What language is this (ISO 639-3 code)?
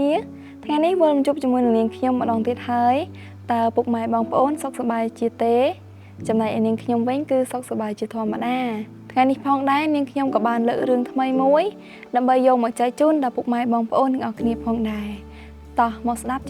khm